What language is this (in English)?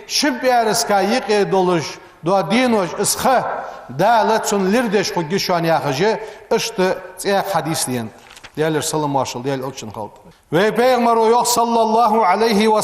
Ingush